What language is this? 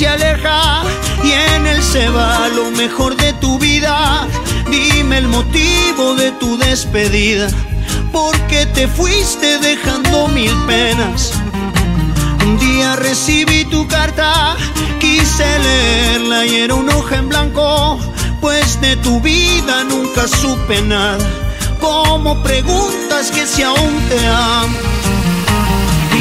Spanish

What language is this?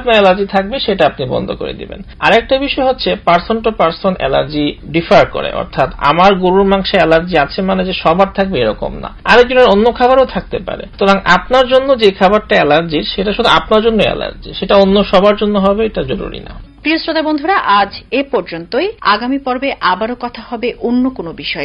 Bangla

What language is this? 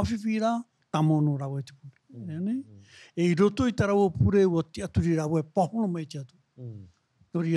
Tahitian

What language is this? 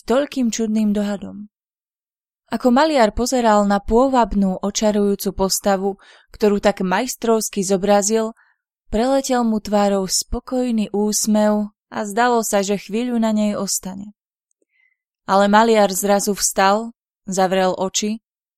Slovak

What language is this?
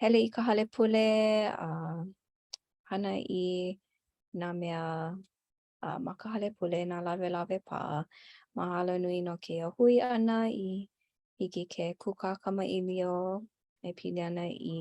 Hawaiian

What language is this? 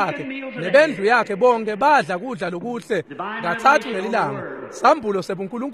Swati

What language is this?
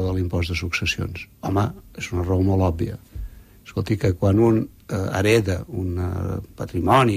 Catalan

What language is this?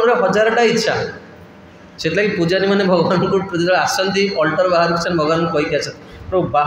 Odia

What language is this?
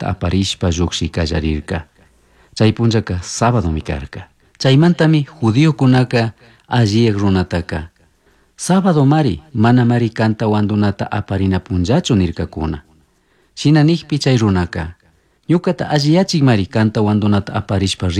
Chimborazo Highland Quichua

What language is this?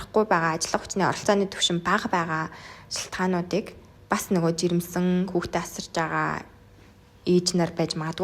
Mongolian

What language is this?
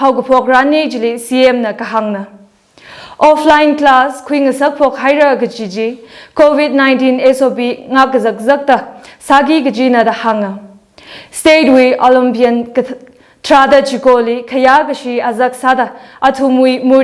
Tangkhul Naga (India)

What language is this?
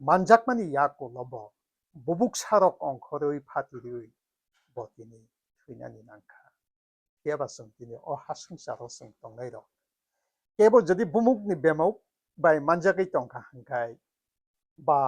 Kok Borok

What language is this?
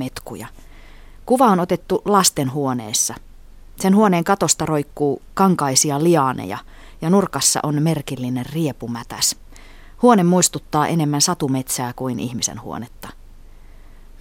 Finnish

